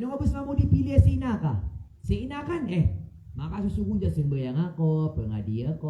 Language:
Maranao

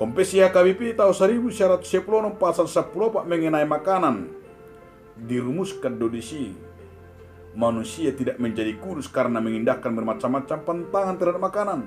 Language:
Batak Toba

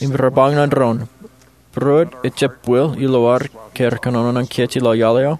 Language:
Marshallese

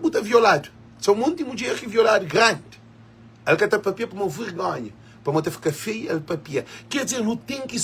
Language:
Kabuverdianu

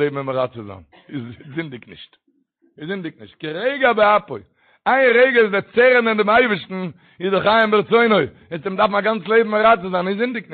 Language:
Yiddish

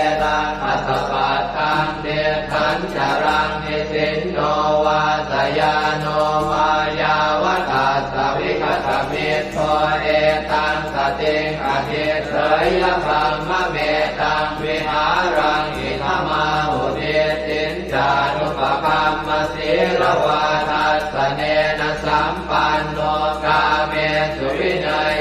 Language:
Pali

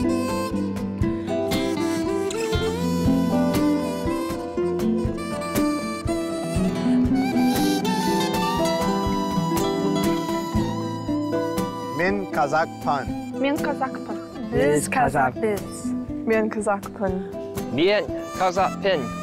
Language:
Kazakh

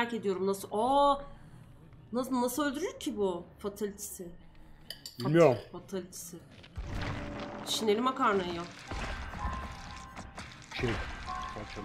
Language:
Turkish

